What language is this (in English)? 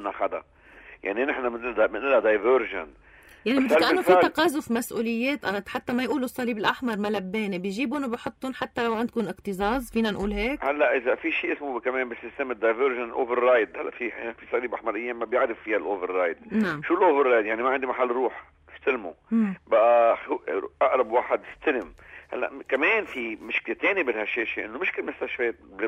North Levantine Arabic